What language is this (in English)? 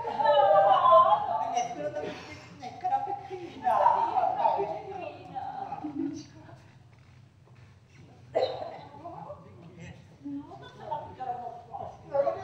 Czech